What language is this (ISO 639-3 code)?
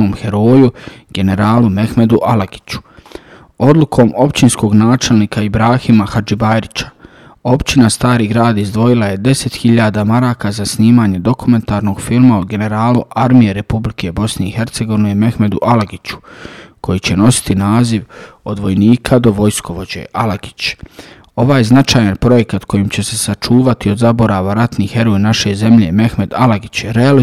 bos